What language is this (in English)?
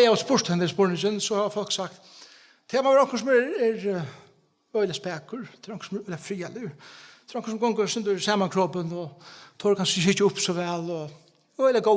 Faroese